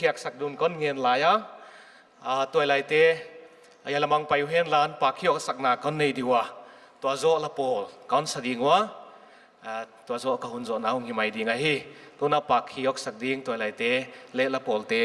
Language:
Paite Chin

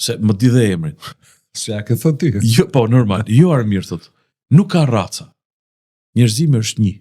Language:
Albanian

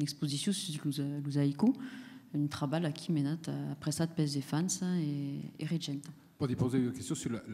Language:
Occitan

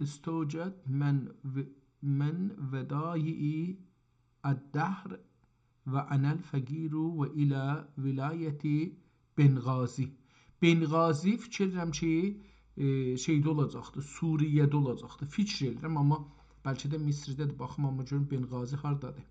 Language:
South Azerbaijani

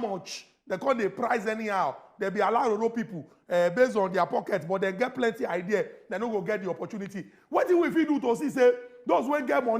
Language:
Nigerian Pidgin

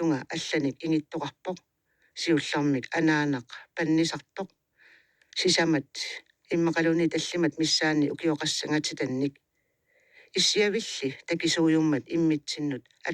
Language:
Kalaallisut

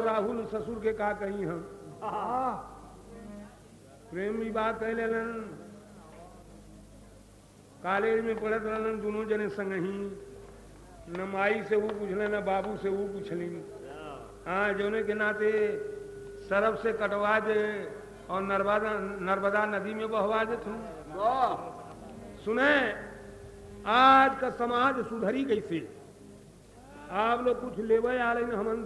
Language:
Bhojpuri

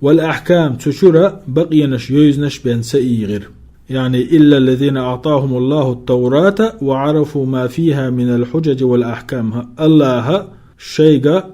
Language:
Chechen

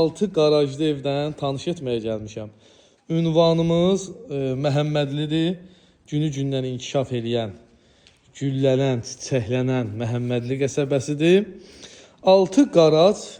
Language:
Azerbaijani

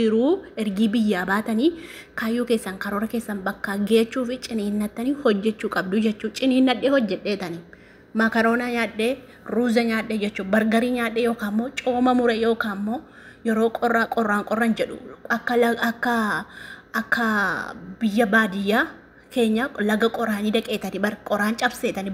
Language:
Oromo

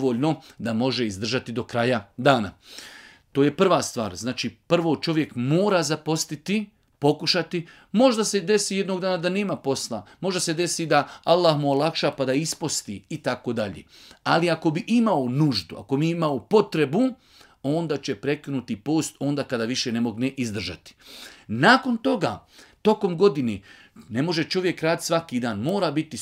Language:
Bosnian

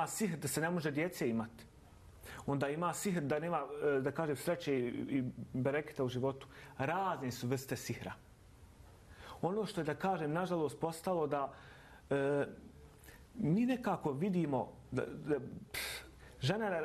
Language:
Bosnian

